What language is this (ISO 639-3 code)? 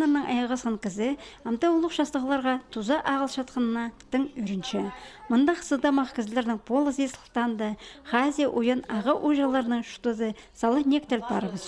kjh